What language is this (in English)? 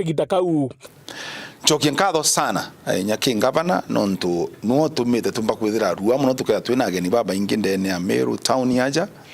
Meru